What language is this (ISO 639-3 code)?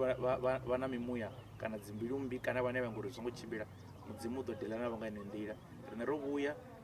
ven